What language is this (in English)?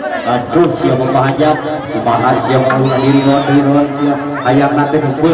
Sundanese